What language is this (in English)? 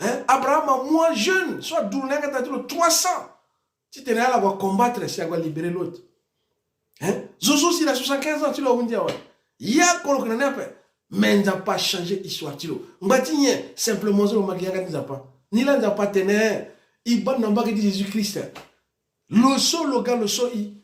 Sango